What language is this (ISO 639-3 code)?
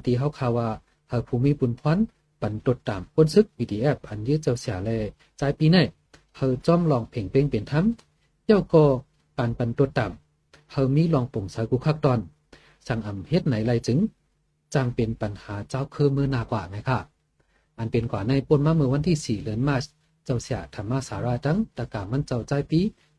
shn